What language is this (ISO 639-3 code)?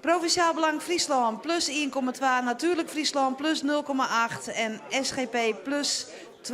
fry